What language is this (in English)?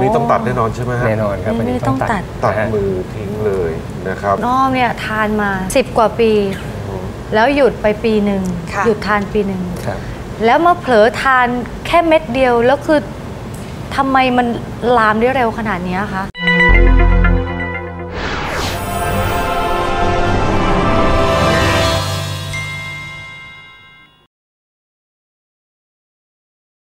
Thai